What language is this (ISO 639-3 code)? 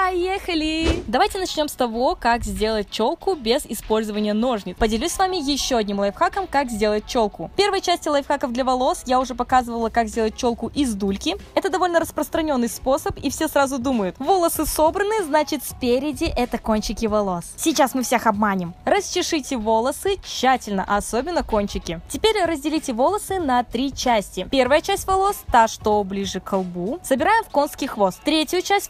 rus